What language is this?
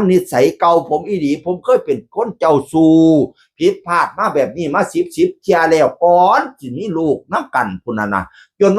Northeastern Thai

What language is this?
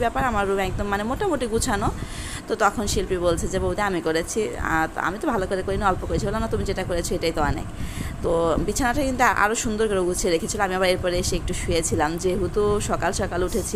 Bangla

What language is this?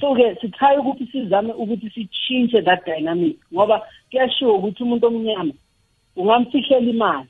South Ndebele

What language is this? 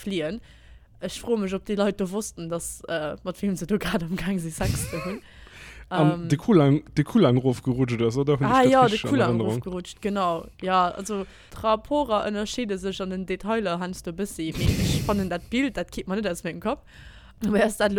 Luxembourgish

